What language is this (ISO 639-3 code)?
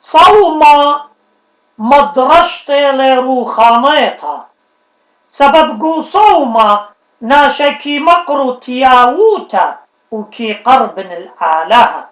aii